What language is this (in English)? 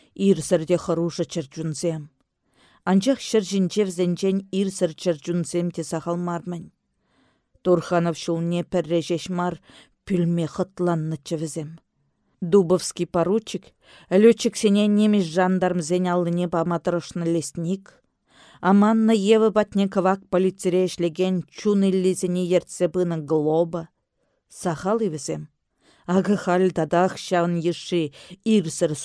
Chuvash